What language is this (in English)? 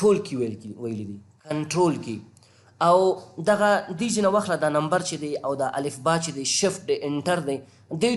Pashto